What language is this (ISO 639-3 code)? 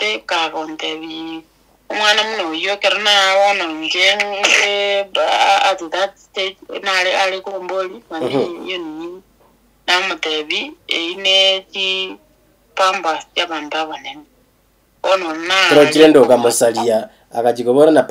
guz